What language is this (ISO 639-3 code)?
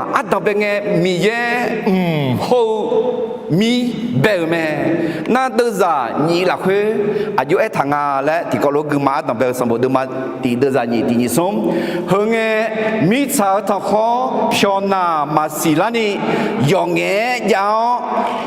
ahk